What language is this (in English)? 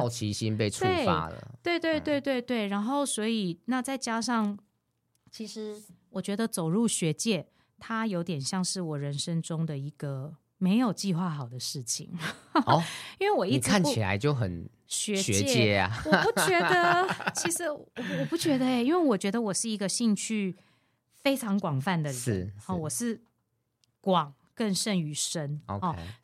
Chinese